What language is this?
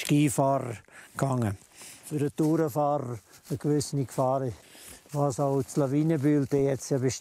Romansh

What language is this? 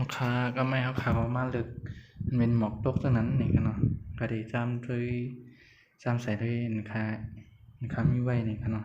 Shan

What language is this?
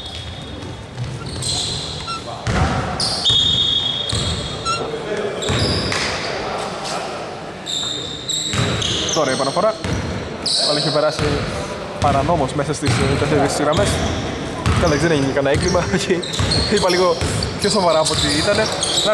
Greek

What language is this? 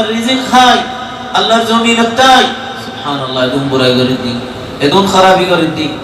Rohingya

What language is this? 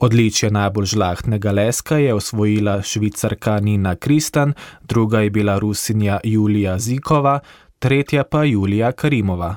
Slovenian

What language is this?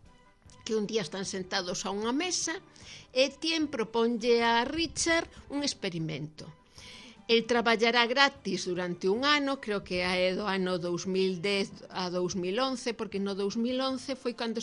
Galician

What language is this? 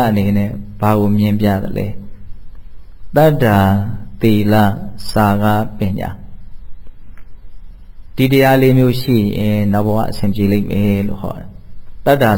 Burmese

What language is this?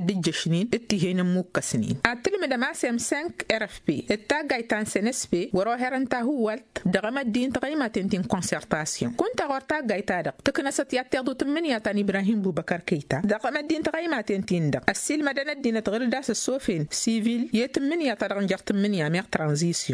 Tamasheq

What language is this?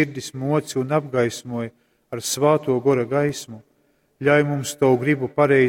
Latgalian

